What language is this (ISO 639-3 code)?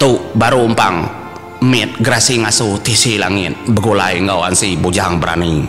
iba